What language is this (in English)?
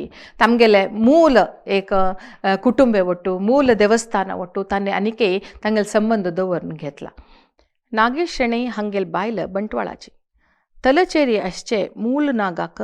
Konkani